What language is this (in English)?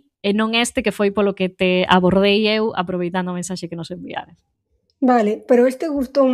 Galician